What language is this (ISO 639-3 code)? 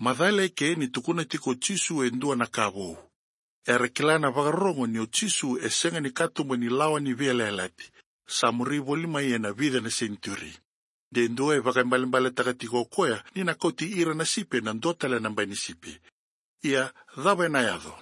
fij